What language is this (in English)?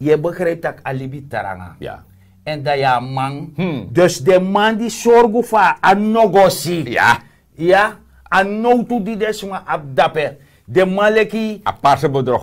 Sranan Tongo